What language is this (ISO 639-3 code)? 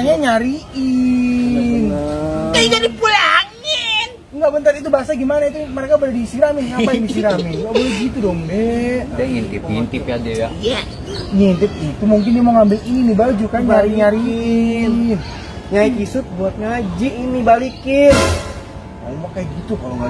bew